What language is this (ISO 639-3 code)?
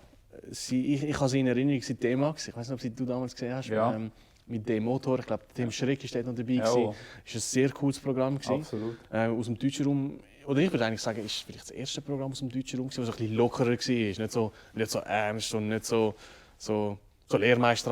gsw